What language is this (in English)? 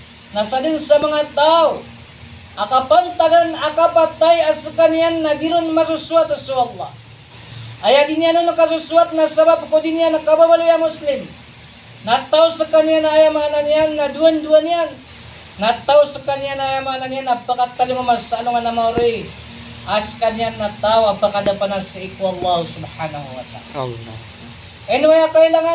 Maranao